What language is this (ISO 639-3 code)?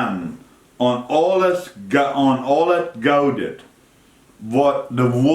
pdt